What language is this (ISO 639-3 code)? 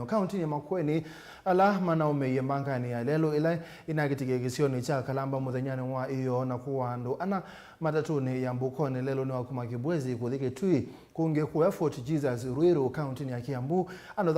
kam